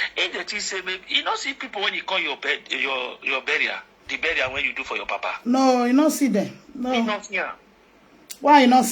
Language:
Nigerian Pidgin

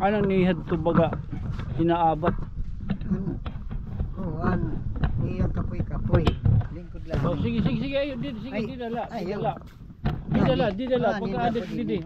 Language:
Waray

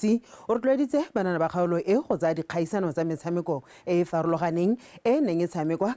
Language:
Tswana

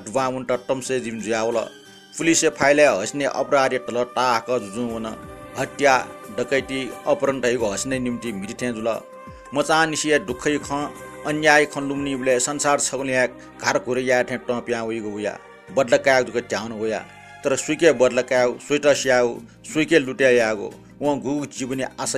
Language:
Newari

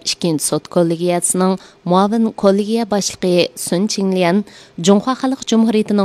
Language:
Uyghur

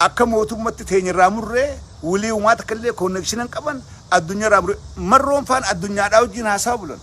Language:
Oromo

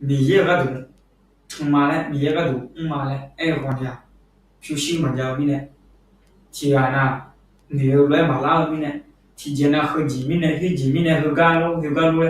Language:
Akha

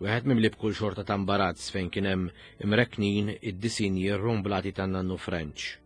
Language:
Maltese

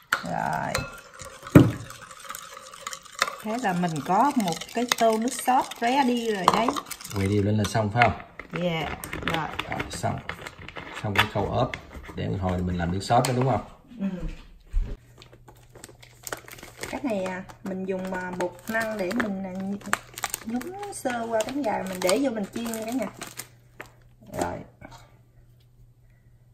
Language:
Vietnamese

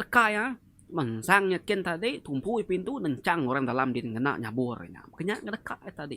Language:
Iban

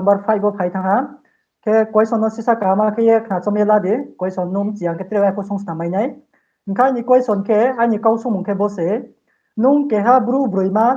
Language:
Riang (India)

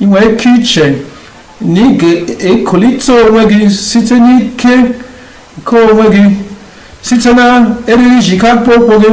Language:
Igbo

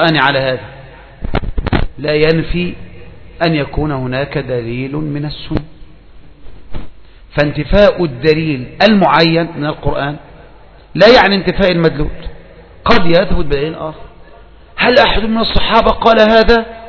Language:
Arabic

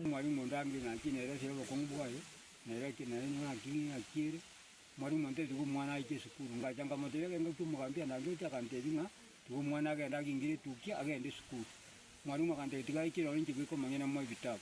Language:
Gusii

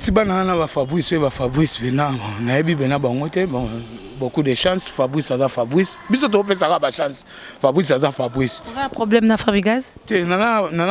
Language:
Lingala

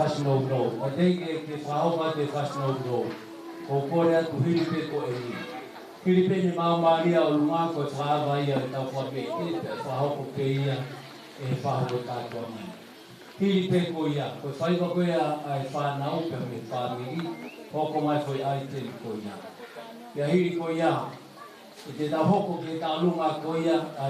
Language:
Tongan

